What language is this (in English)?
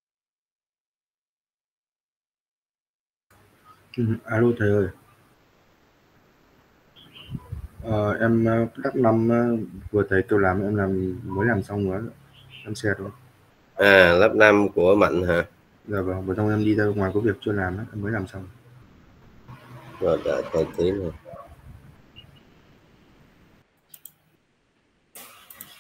Vietnamese